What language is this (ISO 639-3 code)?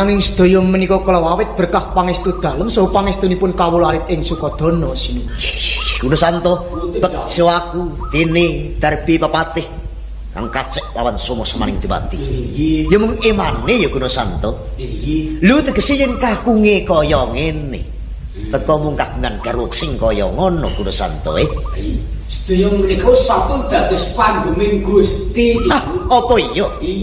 jav